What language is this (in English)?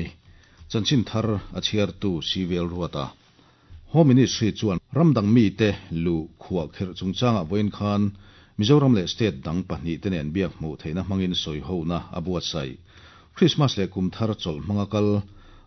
Mizo